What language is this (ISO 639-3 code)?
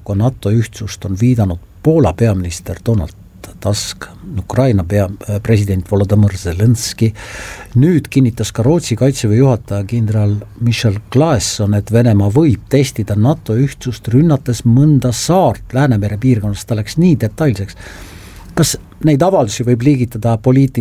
est